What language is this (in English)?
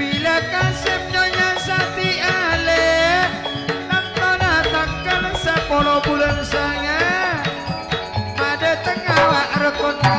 Madurese